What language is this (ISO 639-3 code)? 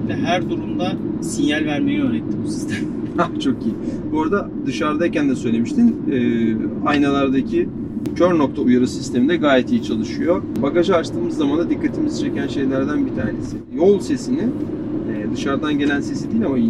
tur